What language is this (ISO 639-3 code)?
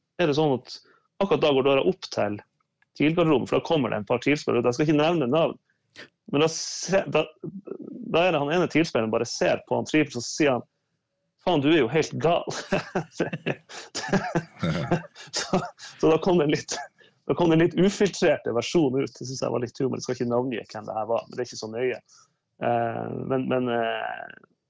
nor